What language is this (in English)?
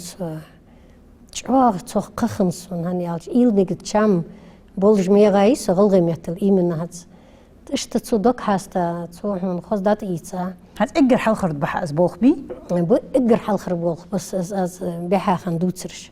Ingush